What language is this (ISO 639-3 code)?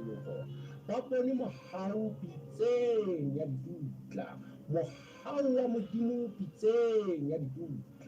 sot